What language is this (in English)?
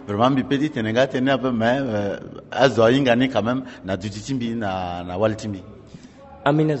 Sango